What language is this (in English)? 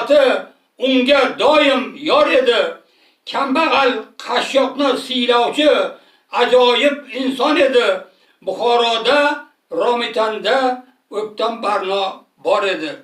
Uzbek